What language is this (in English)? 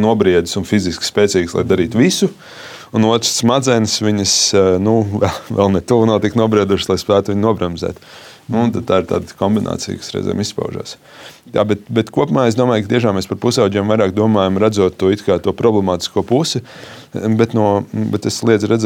Latvian